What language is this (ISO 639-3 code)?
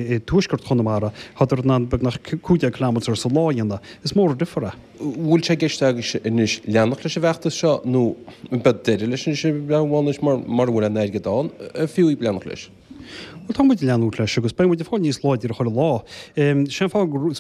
gle